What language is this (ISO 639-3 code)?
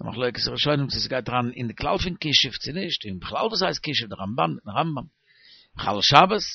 yid